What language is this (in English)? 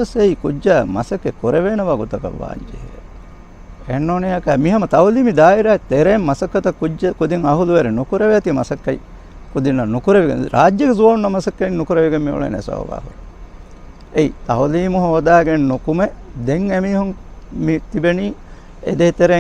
Divehi